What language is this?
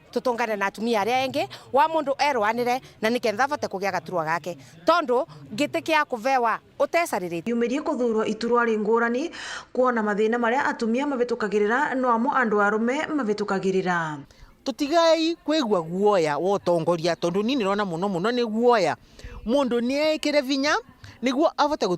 Meru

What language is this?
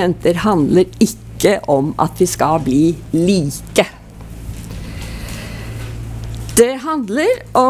Norwegian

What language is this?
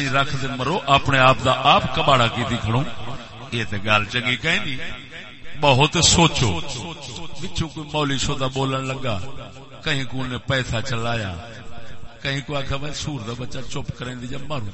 Saraiki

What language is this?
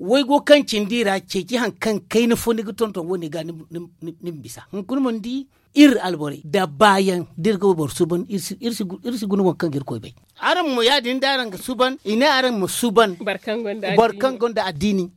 Zarma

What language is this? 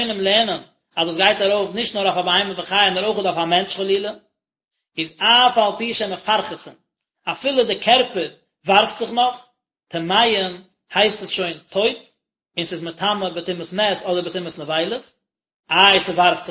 Yiddish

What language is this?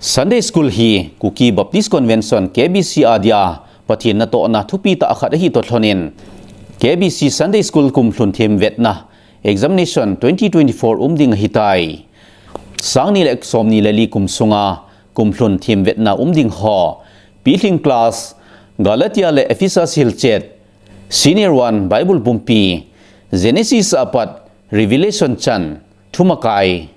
Thado Chin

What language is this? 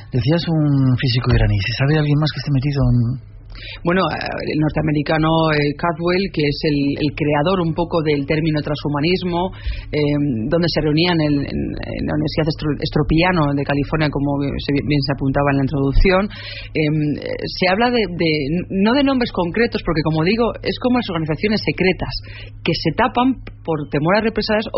Spanish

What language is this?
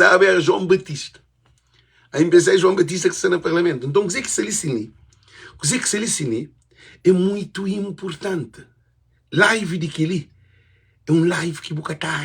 Kabuverdianu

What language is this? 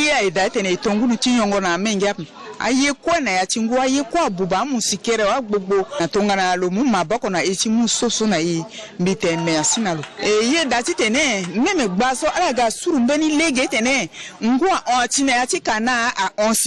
Sango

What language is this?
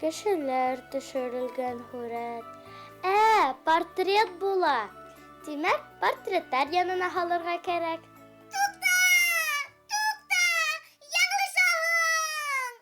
Bashkir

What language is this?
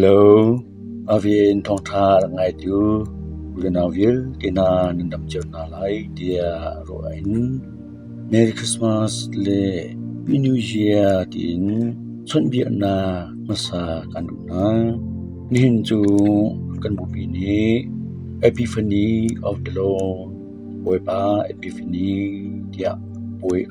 Hakha Chin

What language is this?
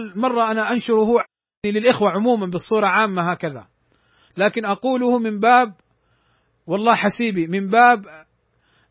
Arabic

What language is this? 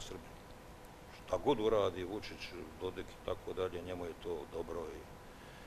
Bosnian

